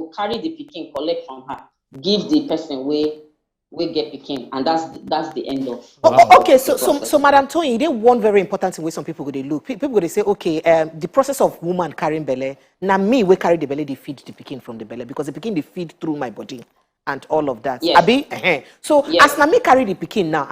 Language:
Nigerian Pidgin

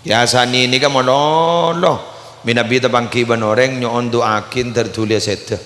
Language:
Madurese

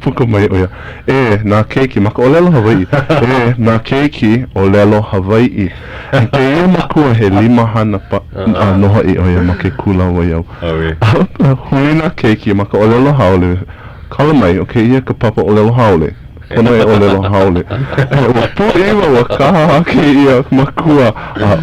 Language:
Hawaiian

